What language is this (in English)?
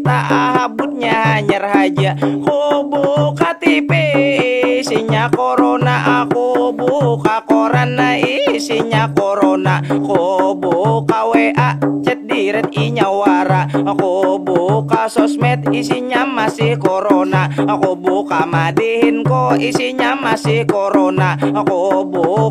Banjar